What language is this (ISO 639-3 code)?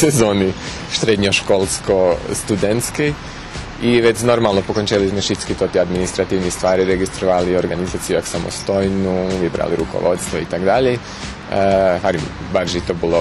rue